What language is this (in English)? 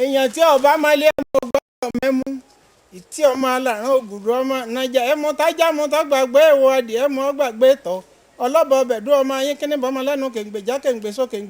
Yoruba